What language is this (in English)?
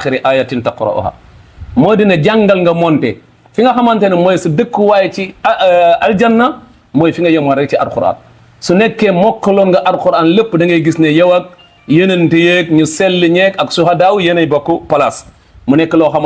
Wolof